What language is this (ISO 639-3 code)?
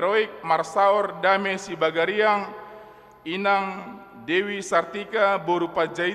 bbc